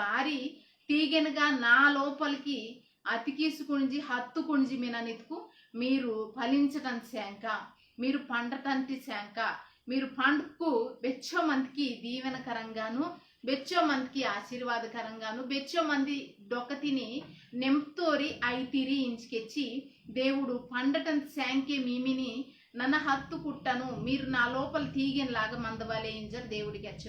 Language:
Koya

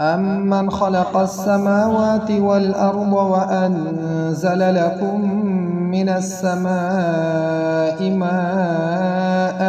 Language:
Pashto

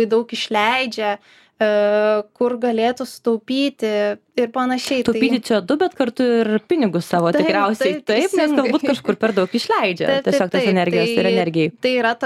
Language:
Lithuanian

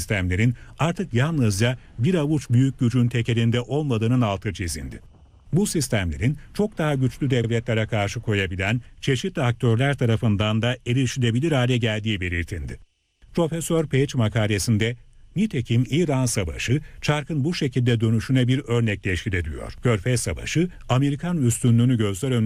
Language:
Turkish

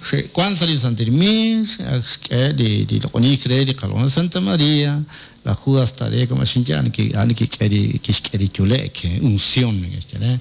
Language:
Kekchí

